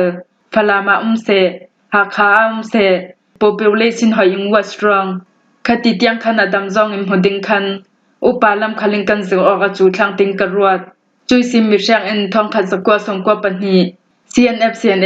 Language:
Falam Chin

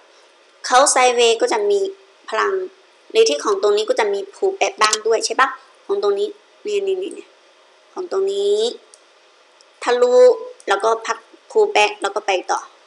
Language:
Thai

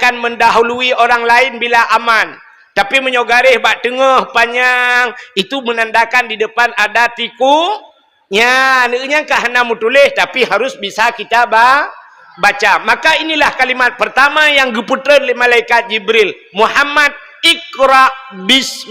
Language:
Achinese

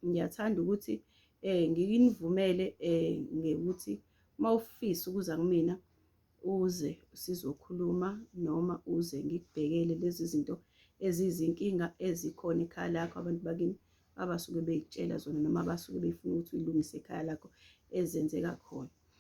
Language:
Zulu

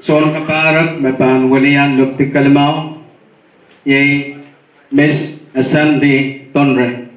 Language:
Pohnpeian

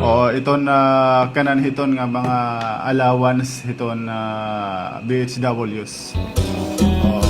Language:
Waray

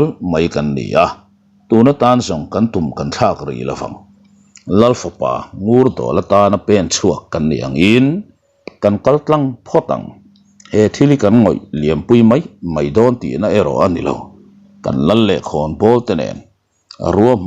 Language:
Mizo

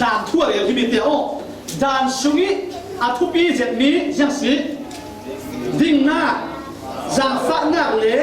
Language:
Falam Chin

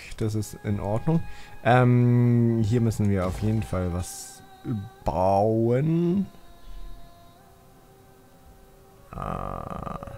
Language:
German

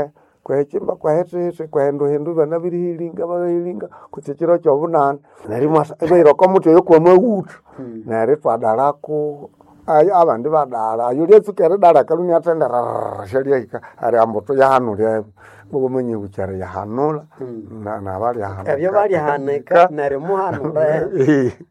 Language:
Nande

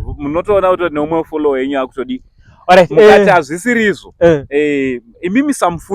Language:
Shona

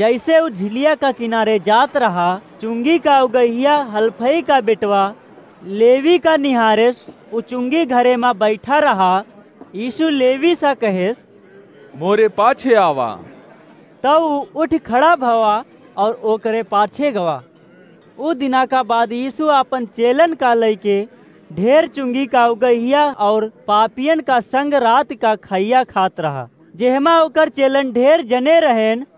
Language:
Awadhi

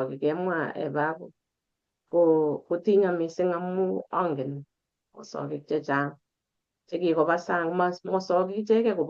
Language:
Kalenjin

